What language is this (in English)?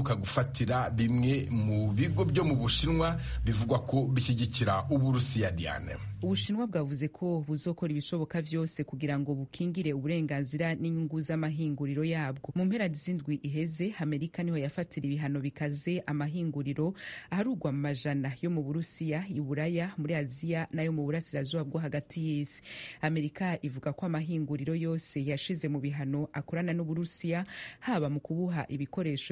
Rundi